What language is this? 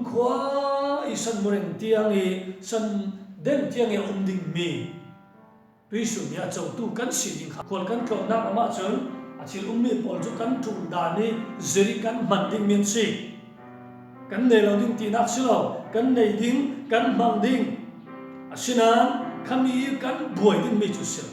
Falam Chin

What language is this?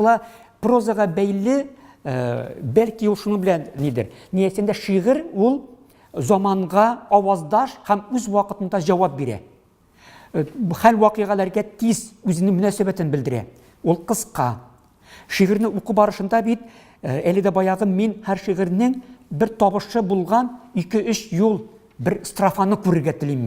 Tatar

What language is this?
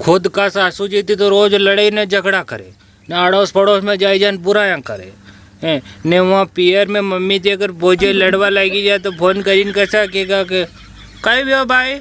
Rajasthani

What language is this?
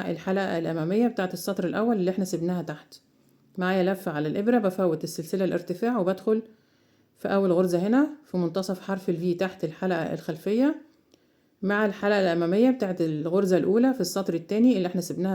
Egyptian Arabic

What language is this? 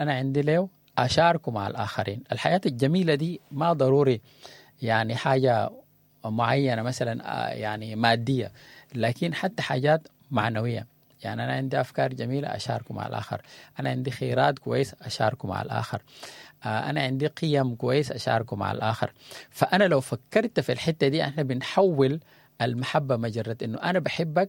Sudanese Arabic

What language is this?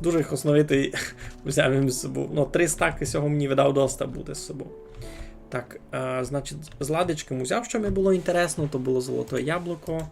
Rusyn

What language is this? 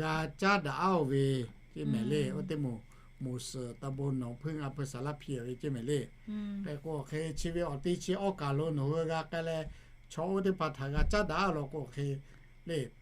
Lahu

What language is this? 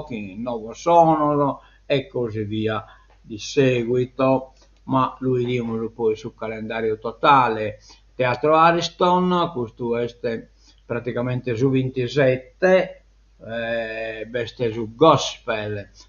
Sardinian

